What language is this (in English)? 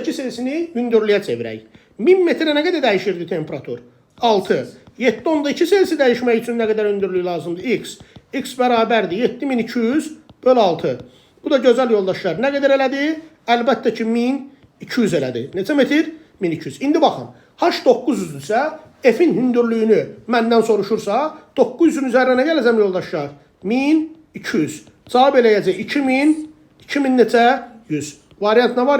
Azerbaijani